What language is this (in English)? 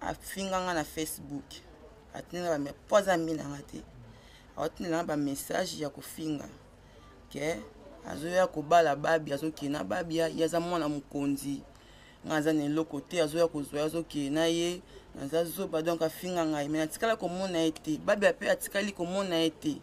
Lingala